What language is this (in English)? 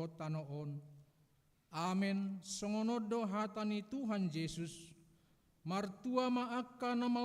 Batak Toba